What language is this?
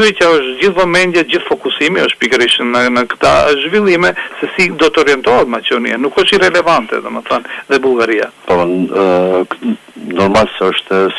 Albanian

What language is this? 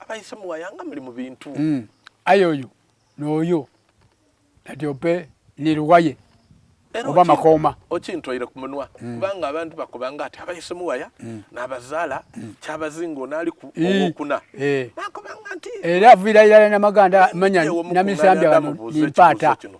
Soga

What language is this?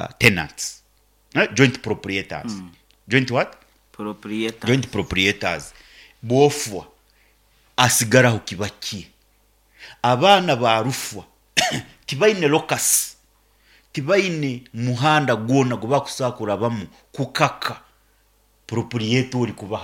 Nyoro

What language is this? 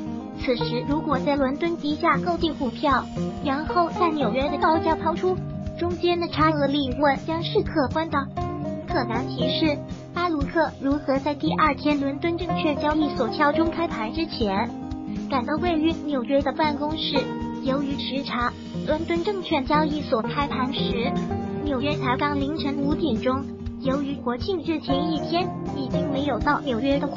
Chinese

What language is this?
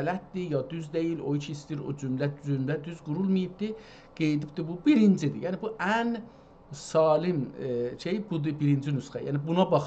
South Azerbaijani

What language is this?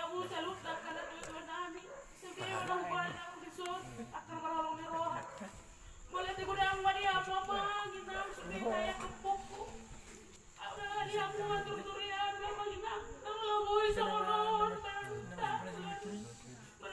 Batak Toba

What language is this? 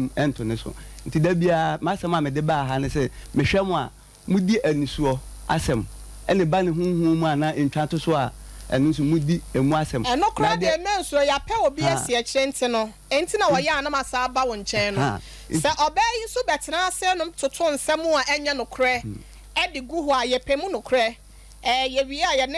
Akan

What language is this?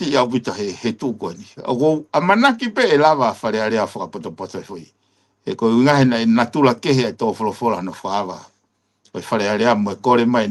Tongan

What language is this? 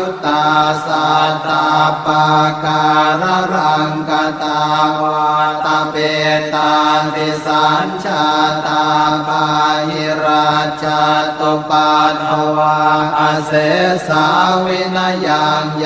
Pali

